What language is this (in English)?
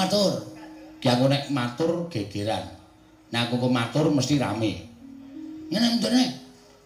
Javanese